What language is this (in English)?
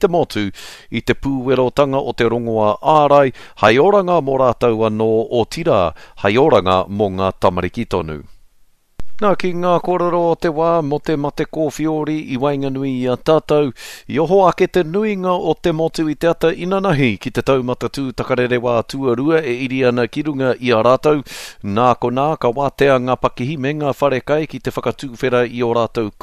Māori